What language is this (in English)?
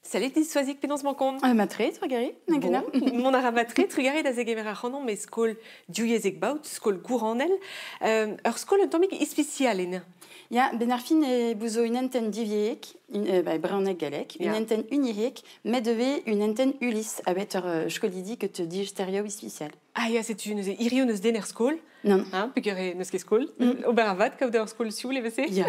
Breton